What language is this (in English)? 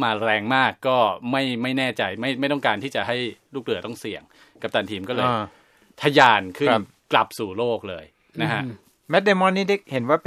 Thai